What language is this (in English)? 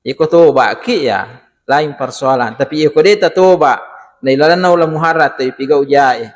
Buginese